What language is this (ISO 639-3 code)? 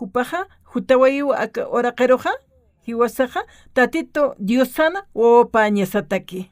aym